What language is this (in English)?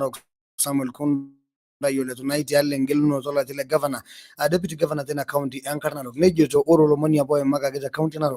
Masai